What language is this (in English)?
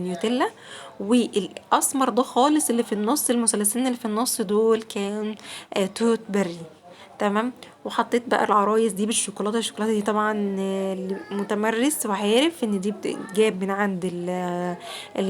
Egyptian Arabic